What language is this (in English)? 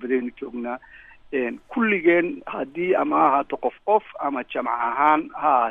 Somali